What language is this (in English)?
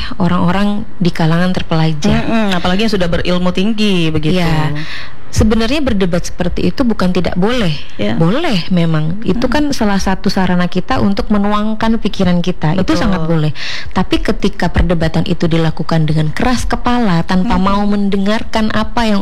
Indonesian